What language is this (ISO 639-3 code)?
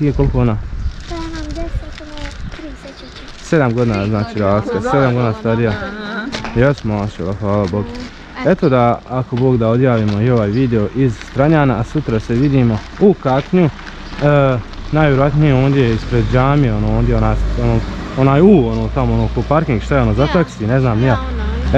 bos